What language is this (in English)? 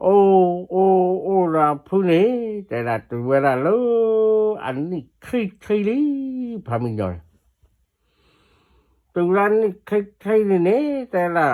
S'gaw Karen